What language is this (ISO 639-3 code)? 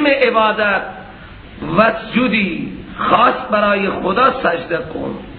fas